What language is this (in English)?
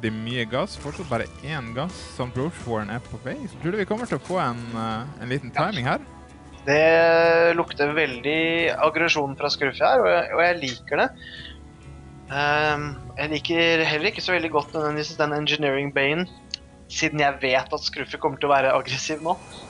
Norwegian